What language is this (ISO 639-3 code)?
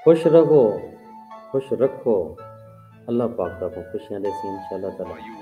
skr